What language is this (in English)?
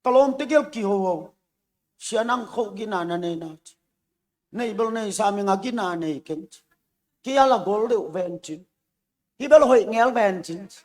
Tedim Chin